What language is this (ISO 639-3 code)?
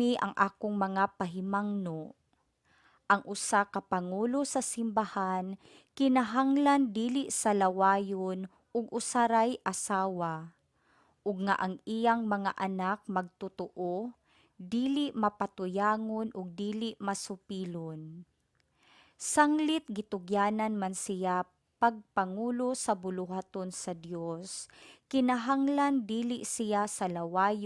ceb